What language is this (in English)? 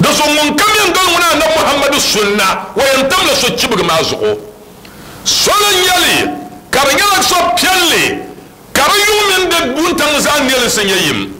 Dagbani